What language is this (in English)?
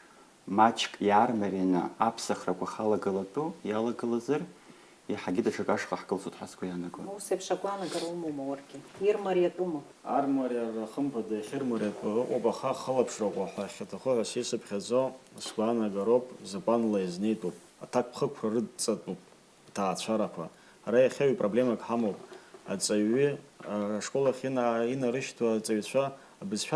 Abkhazian